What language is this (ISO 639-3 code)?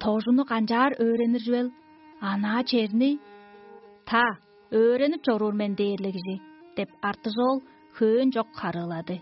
tyv